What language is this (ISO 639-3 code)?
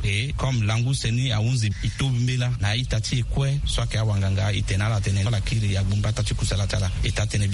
sag